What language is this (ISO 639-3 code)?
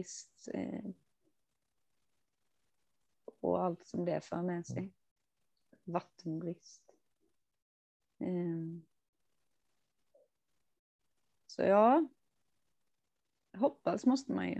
swe